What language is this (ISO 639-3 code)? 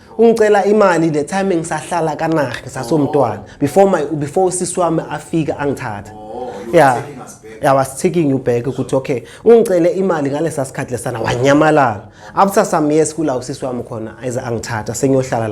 zul